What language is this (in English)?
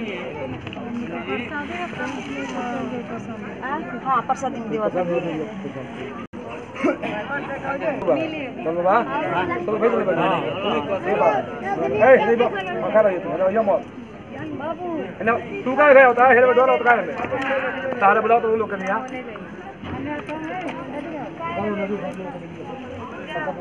Bhojpuri